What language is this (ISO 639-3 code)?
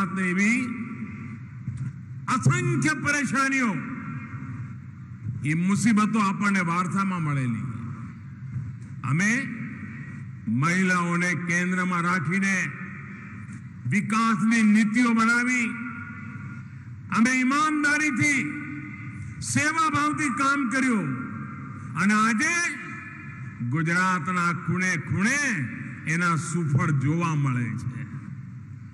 guj